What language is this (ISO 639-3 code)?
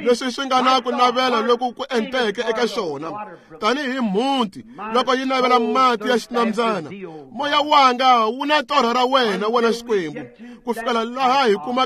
tso